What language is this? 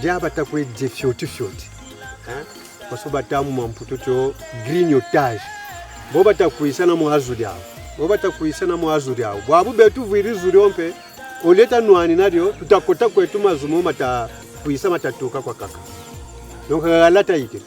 Kongo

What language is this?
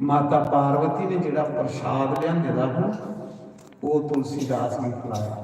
Dogri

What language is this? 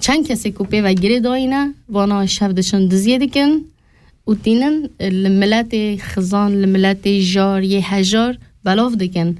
Kurdish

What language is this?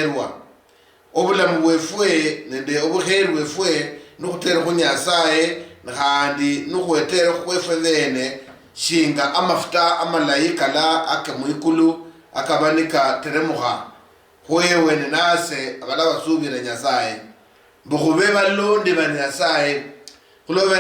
Luyia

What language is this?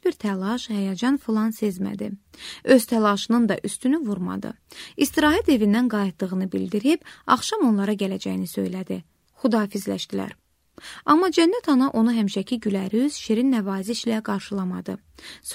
Azerbaijani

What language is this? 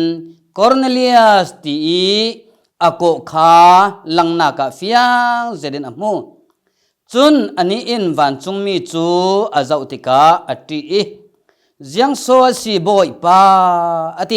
Falam Chin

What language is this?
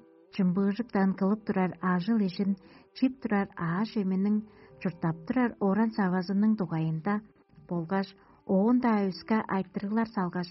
Tuvinian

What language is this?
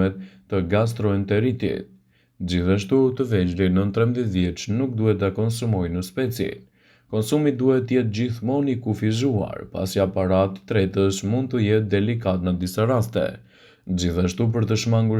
Albanian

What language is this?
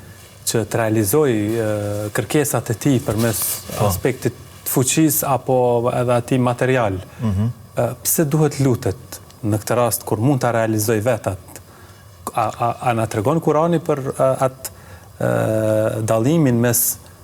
Albanian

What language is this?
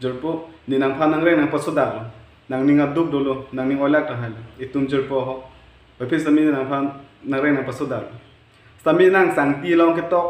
Karbi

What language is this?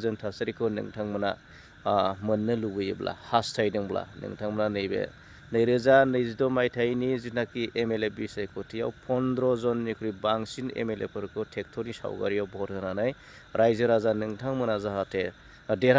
Bodo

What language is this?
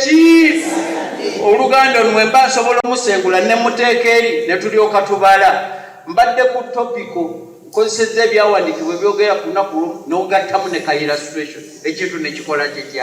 Ganda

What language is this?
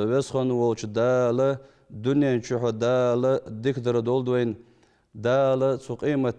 Ingush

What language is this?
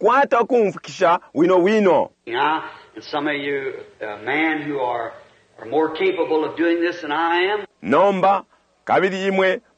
Bemba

